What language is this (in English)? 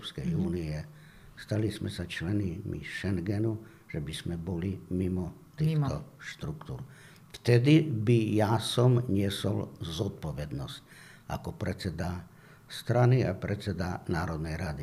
Slovak